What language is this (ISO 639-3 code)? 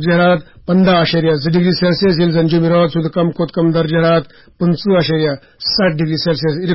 tir